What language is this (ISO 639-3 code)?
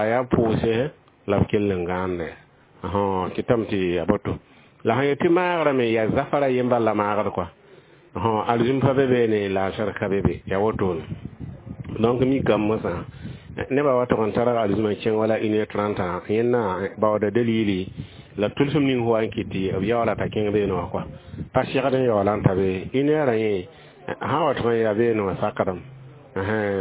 mos